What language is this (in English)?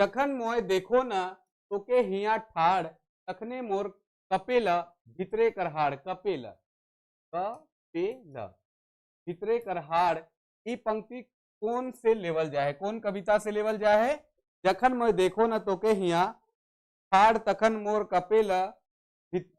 Sadri